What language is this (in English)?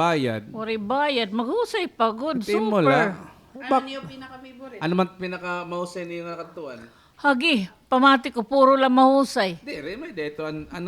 Waray